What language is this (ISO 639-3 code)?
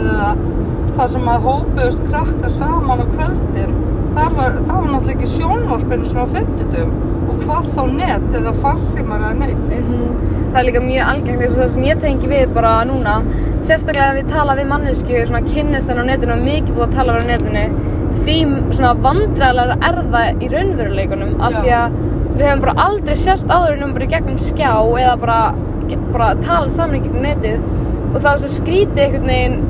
isl